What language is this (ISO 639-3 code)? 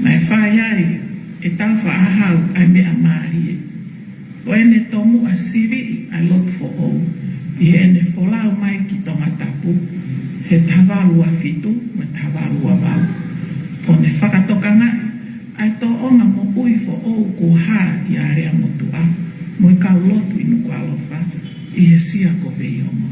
ton